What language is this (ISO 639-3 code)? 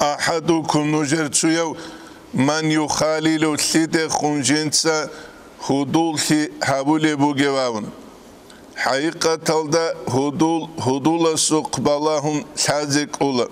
ava